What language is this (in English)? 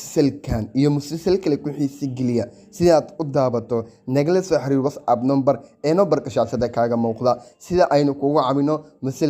Somali